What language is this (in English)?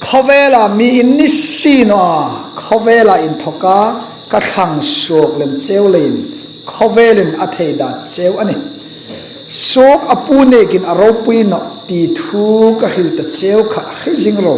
Hmar